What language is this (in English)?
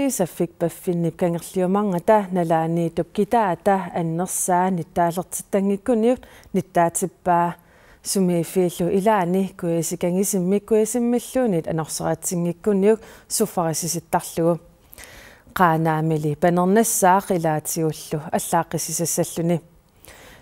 Kalaallisut